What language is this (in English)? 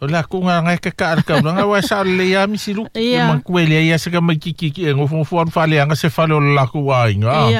Samoan